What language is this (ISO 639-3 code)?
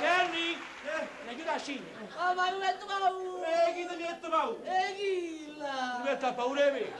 nap